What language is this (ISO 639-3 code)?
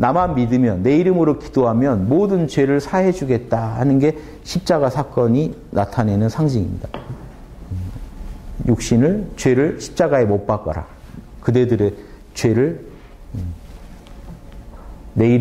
kor